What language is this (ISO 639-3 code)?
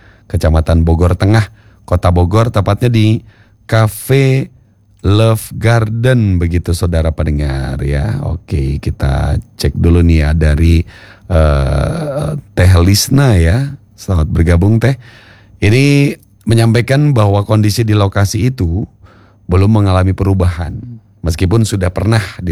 ind